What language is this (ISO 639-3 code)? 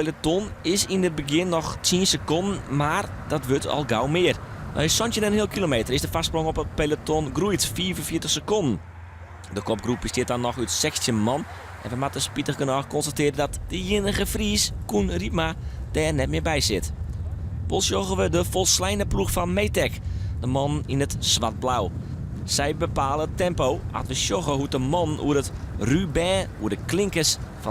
fry